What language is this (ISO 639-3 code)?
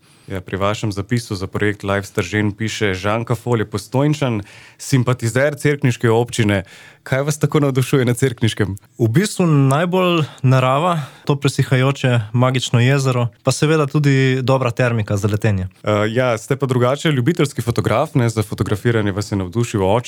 slv